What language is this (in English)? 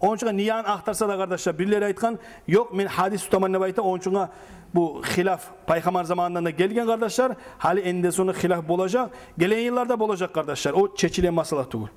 Kumyk